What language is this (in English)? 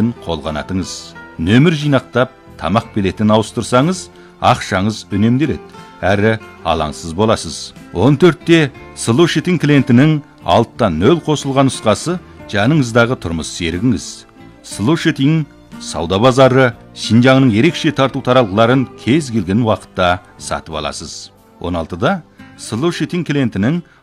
Kazakh